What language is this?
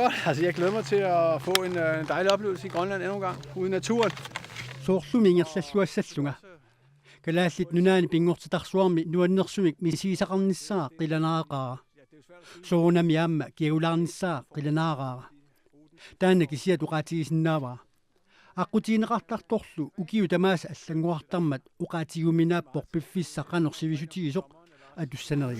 Kalaallisut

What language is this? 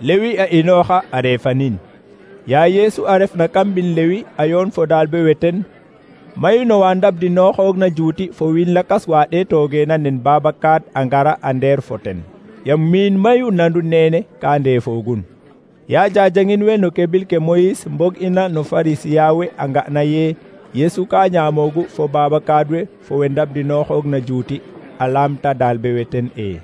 Serer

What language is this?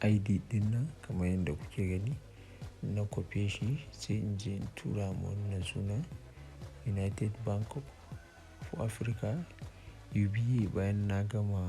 Hausa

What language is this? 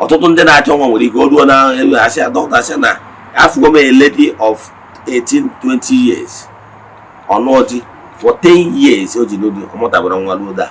Igbo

